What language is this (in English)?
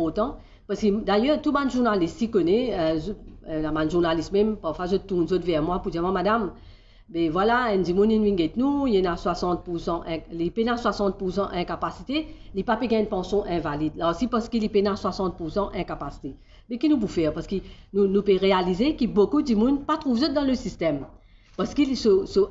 Morisyen